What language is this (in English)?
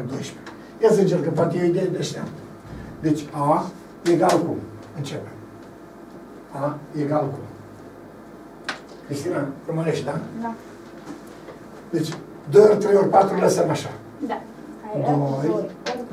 Romanian